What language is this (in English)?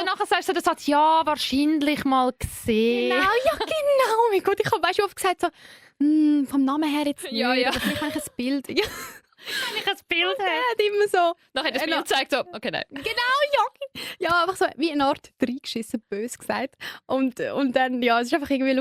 Swiss German